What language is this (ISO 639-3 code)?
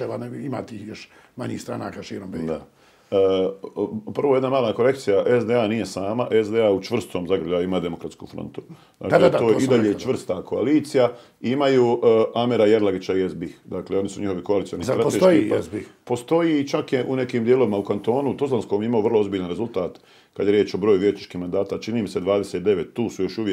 bos